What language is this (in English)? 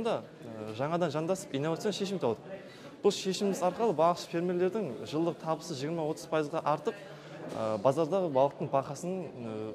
Kara-Kalpak